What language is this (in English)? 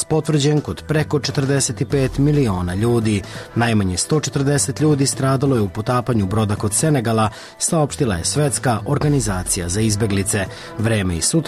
Serbian